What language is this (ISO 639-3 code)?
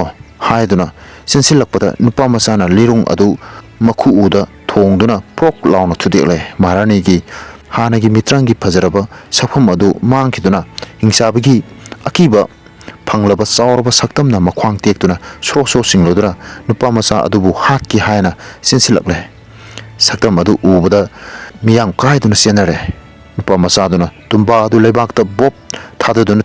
mni